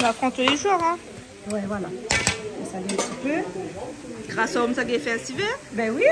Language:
Réunion Creole French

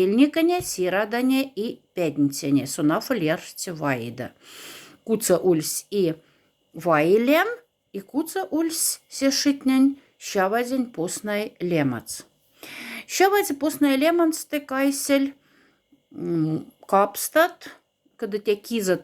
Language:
Moksha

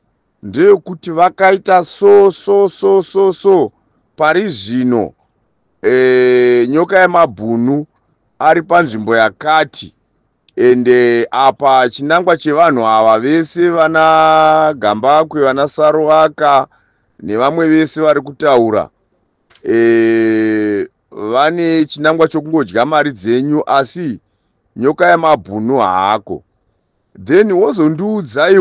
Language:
Shona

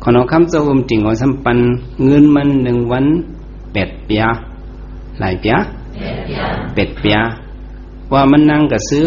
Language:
Shan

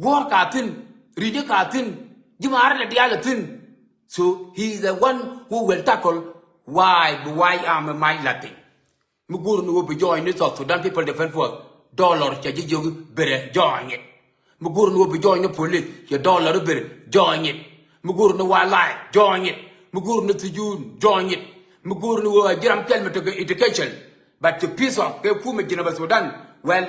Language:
Nuer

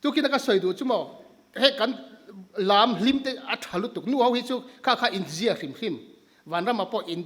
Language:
Mizo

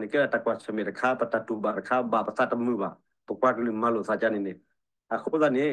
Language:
S'gaw Karen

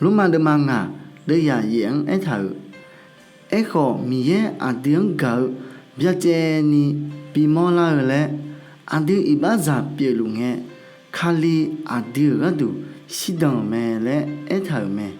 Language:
Akha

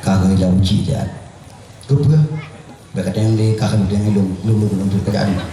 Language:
Achinese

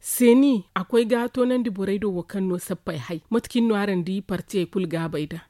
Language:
Zarma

